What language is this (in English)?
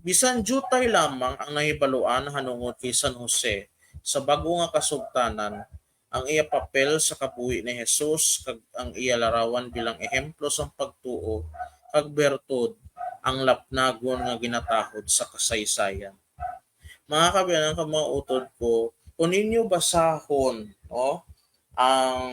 Hiligaynon